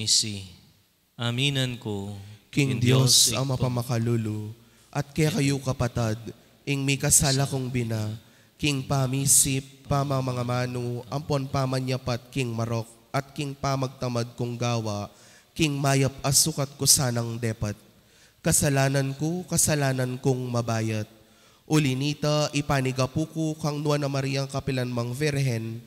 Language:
Pampanga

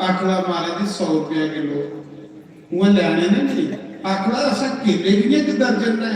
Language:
Dogri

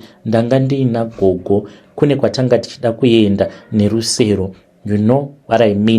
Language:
Shona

